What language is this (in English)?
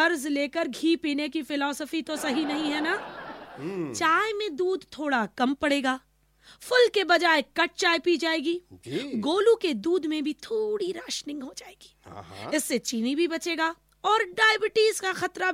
Hindi